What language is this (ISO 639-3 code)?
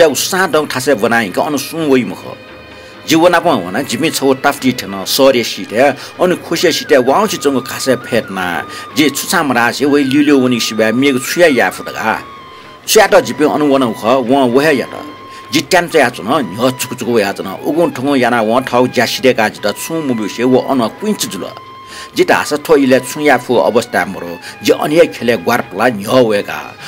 new